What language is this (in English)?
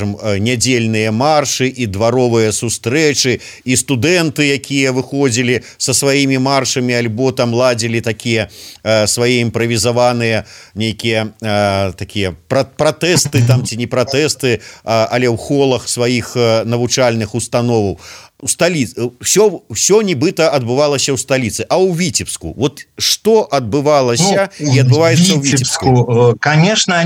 Belarusian